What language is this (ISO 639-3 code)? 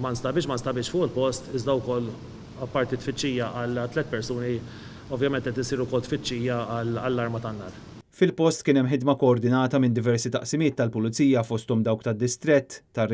mlt